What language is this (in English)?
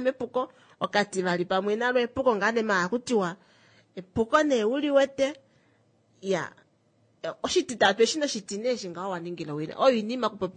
Kuanyama